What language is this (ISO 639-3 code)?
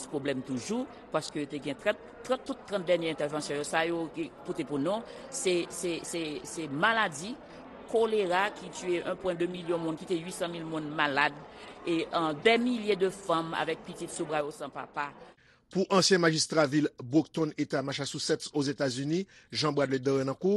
hat